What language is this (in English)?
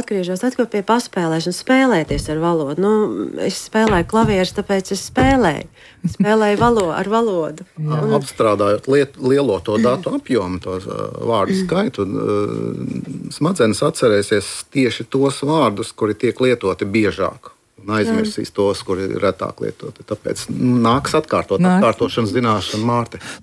Latvian